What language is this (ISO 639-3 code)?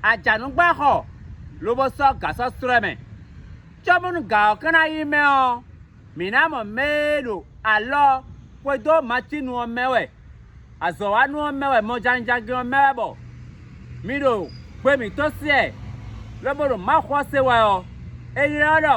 fon